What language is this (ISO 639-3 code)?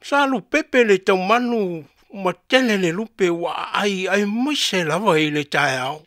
smo